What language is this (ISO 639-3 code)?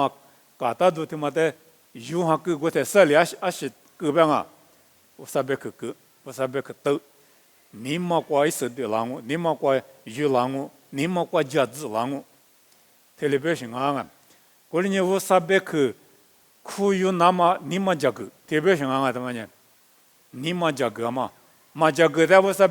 lis